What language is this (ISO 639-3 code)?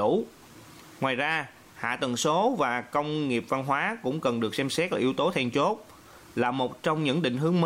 vie